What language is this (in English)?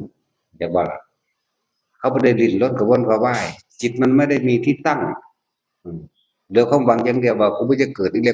Northeastern Thai